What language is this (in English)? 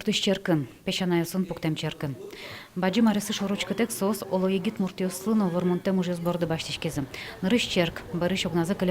Udmurt